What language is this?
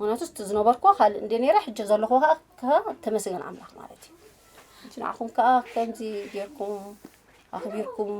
Tigrinya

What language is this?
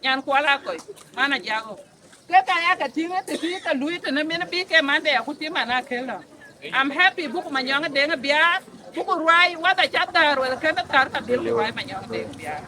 Dinka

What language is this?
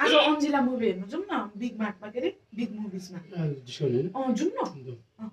Nepali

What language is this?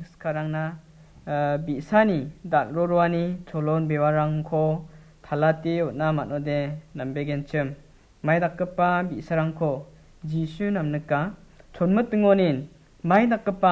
Garo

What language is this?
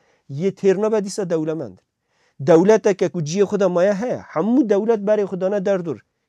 Kurdish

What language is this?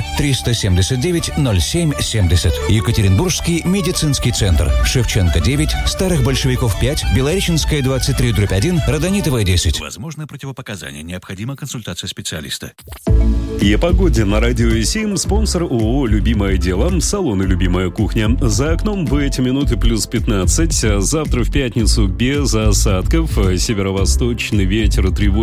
Russian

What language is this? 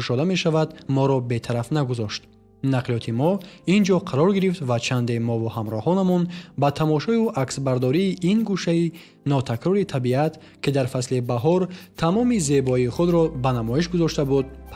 Tajik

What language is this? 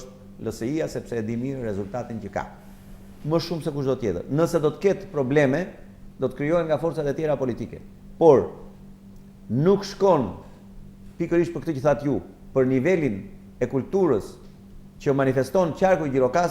Albanian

